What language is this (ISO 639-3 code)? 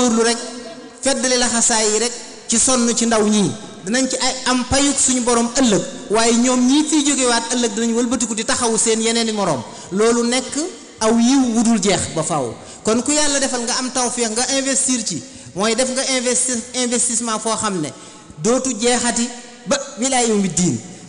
wol